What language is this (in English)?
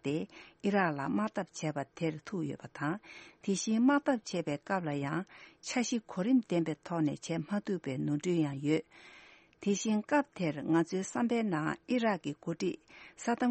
Tibetan